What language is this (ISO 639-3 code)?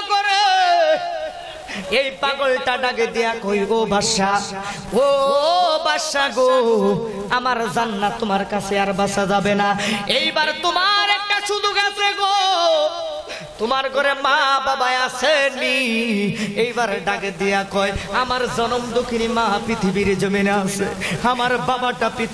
ben